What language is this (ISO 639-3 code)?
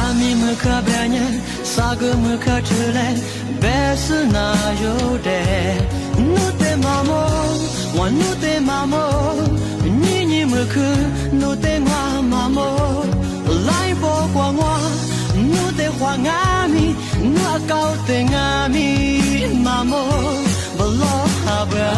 lis